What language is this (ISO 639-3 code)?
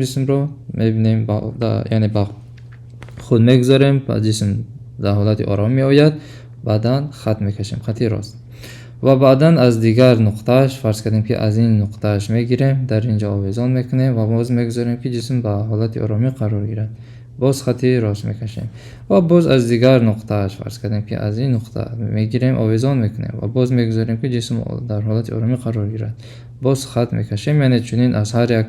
tgk